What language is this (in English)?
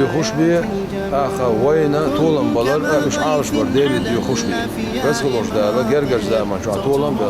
Chechen